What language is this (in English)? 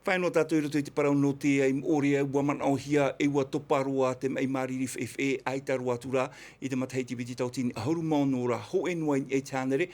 Tahitian